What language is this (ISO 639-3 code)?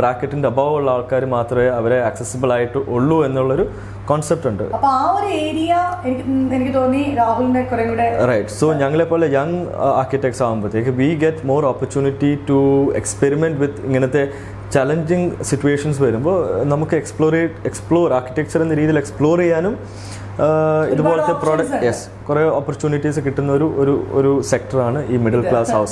mal